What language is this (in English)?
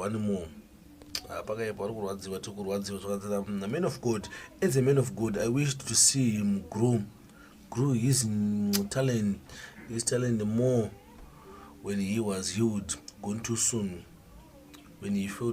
Shona